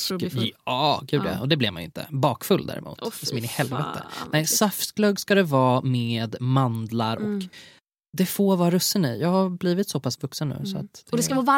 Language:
Swedish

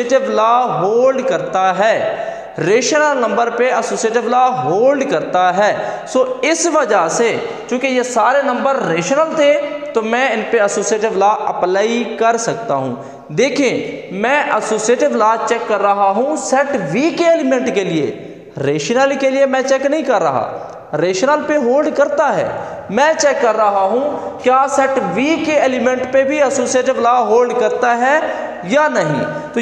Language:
Hindi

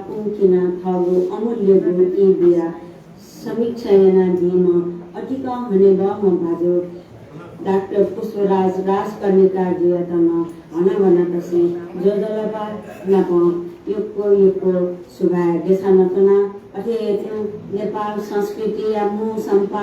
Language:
Newari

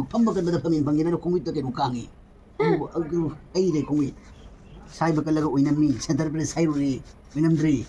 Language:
Manipuri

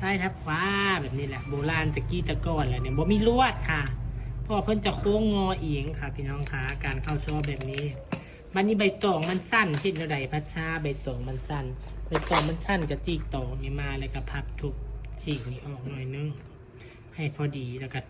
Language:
Northeastern Thai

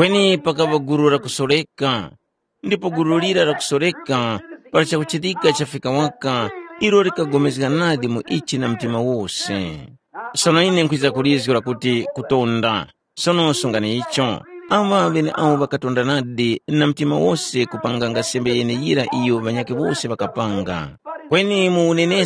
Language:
Tumbuka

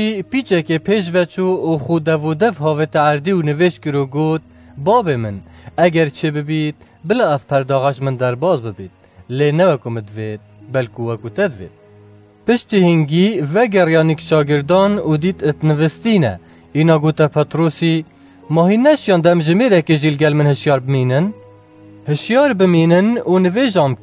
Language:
Kurdish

